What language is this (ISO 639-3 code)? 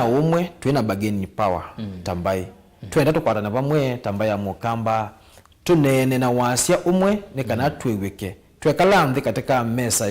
kam